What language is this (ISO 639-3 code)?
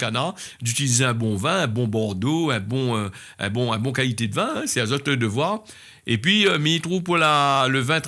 rcf